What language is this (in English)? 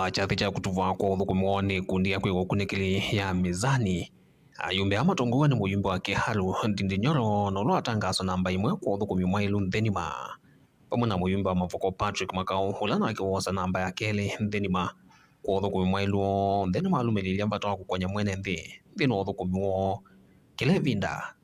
Kamba